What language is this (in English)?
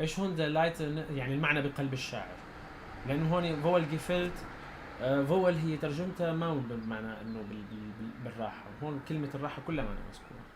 North Levantine Arabic